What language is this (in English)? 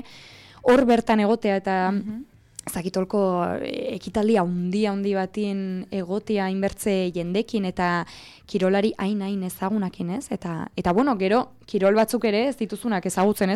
Basque